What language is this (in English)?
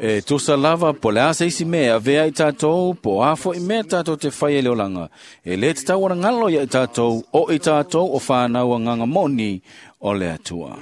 Samoan